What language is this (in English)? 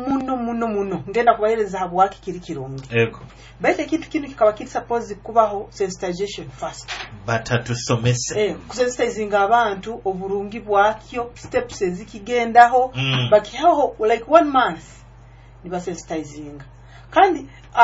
Nyoro